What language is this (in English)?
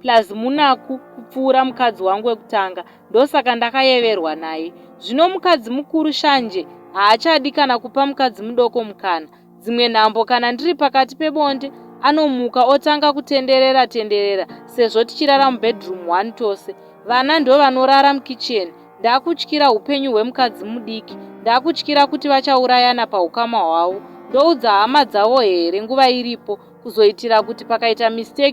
Shona